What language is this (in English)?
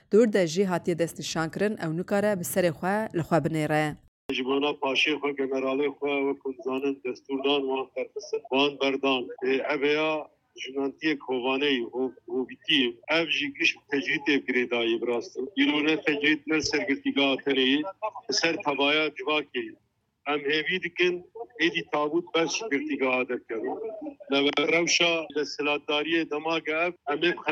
Kurdish